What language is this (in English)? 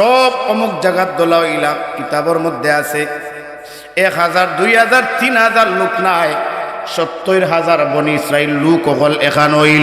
Sylheti